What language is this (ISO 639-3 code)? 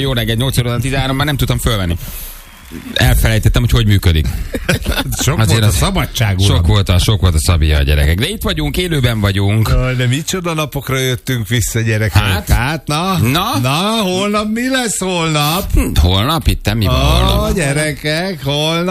hun